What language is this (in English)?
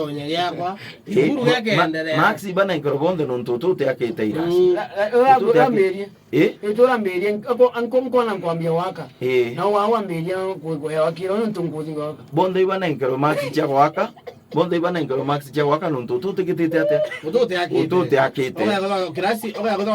Meru